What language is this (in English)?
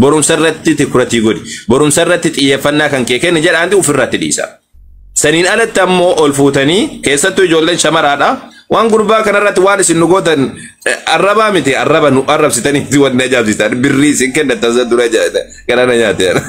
Oromo